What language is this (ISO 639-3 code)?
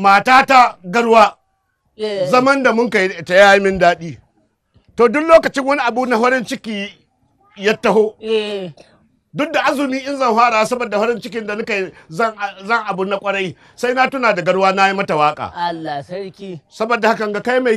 hau